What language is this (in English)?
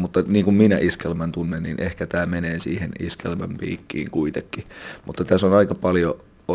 Finnish